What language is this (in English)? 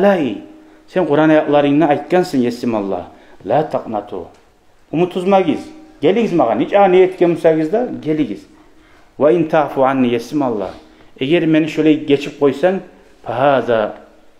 Kumyk